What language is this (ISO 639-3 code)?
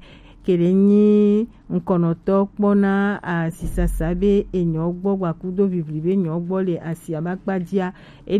gej